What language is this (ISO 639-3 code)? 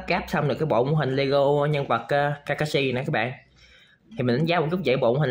vie